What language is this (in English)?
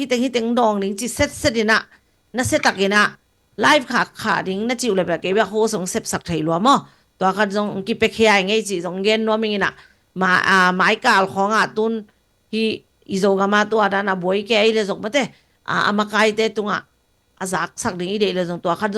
Tedim Chin